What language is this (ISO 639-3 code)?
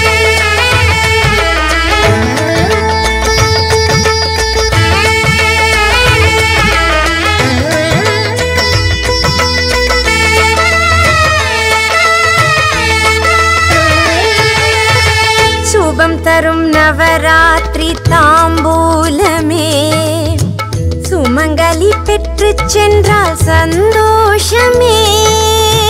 tam